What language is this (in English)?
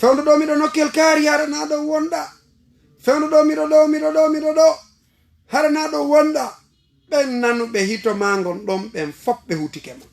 Fula